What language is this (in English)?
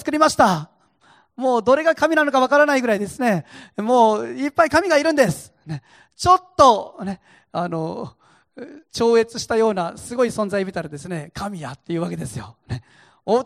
Japanese